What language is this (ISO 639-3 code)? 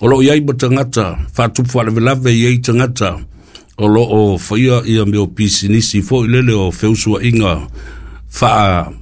smo